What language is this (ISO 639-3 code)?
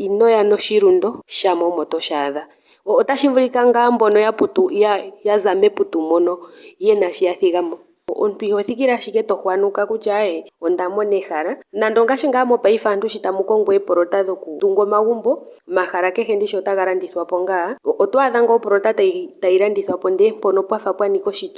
ndo